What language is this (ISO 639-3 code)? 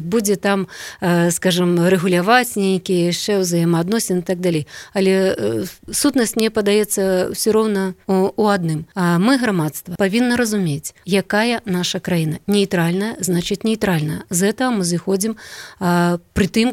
bel